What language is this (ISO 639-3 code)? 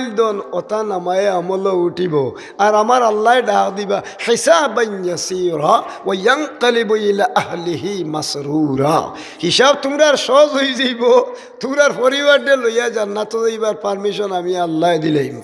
syl